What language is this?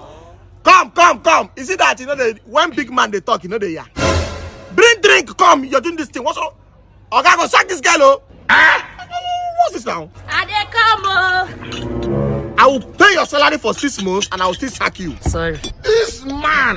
Nigerian Pidgin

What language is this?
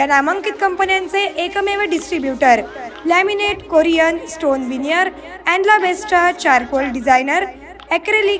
Marathi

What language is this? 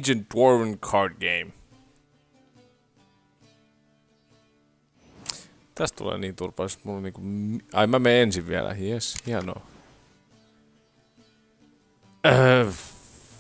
Finnish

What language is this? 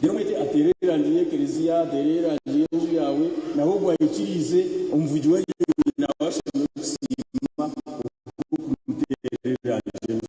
Nyankole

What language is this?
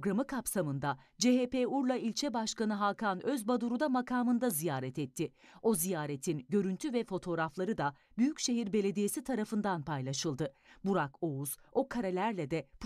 Turkish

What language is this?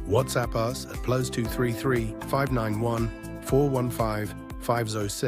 Ewe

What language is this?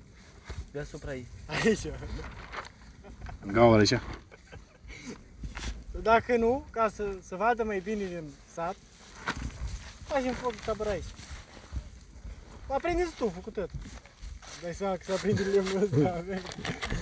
Romanian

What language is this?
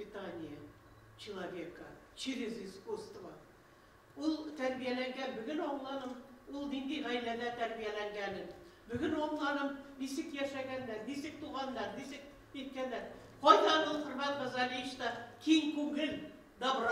Bashkir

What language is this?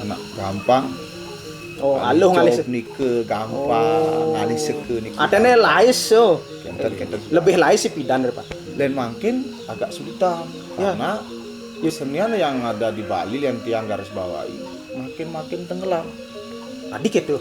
Balinese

